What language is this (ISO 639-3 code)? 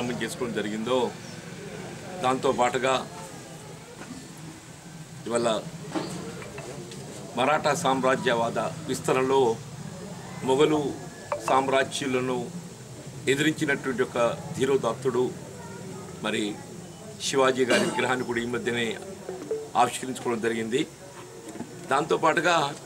tel